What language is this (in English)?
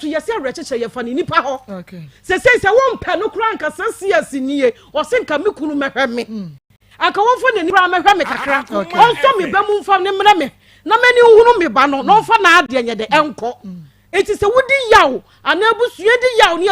Akan